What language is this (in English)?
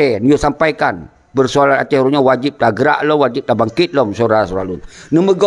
Achinese